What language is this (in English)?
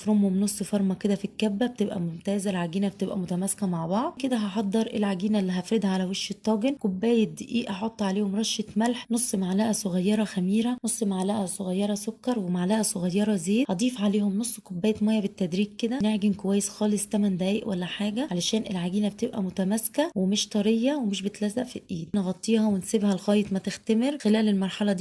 Egyptian Arabic